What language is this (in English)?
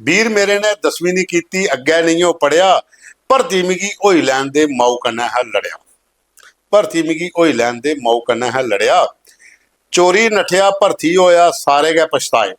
Dogri